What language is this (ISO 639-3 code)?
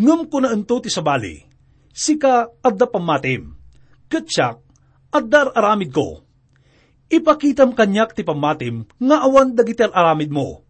ilo